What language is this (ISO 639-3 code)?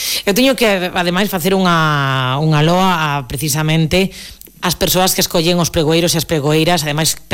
glg